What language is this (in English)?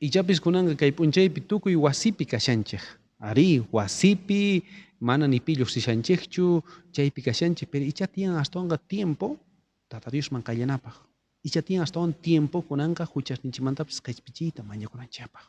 South Bolivian Quechua